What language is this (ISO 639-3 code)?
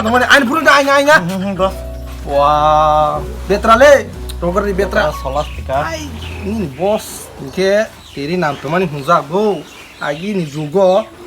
trp